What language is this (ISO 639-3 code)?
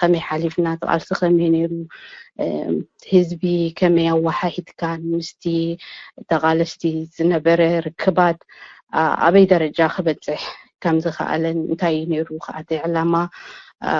tir